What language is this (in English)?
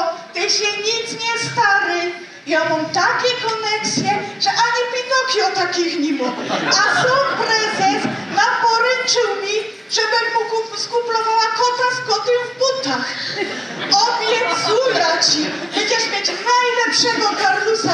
Silesian